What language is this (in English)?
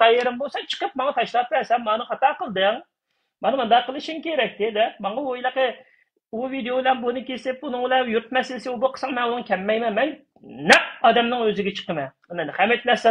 Uyghur